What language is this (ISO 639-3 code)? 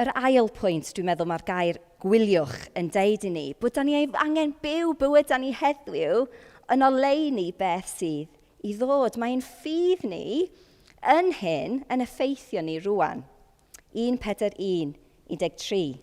cym